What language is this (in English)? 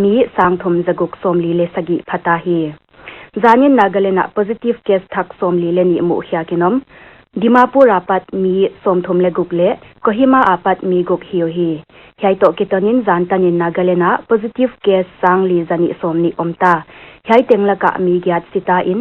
Paite Chin